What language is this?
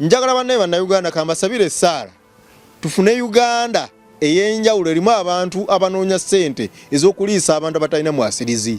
Ganda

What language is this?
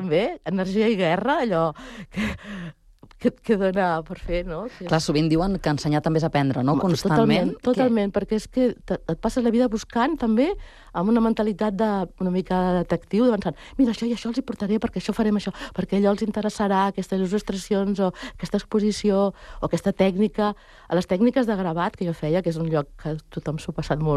Catalan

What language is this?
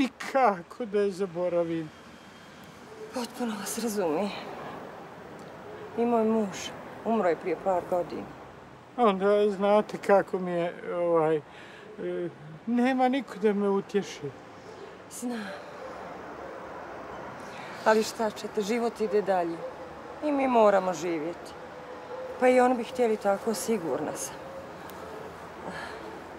Bosnian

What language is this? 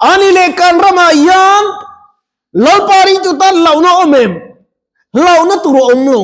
Mizo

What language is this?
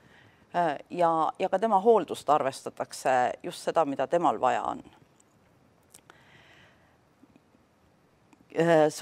Estonian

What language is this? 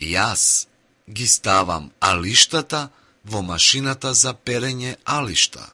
Macedonian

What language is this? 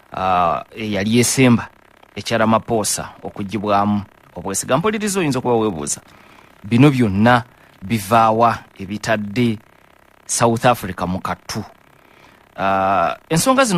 Ganda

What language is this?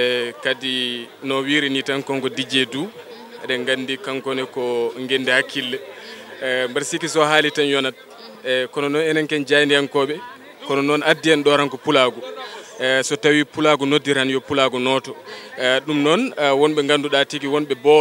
Fula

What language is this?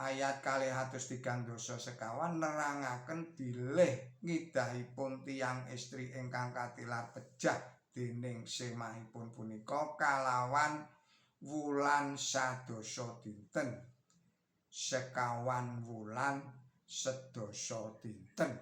Javanese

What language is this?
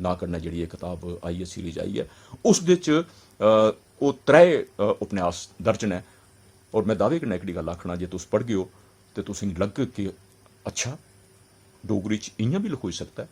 Dogri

